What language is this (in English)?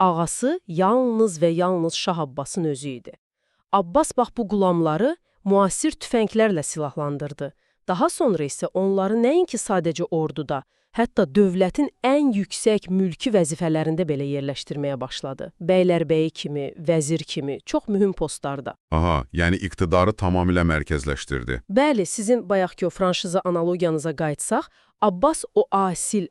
Azerbaijani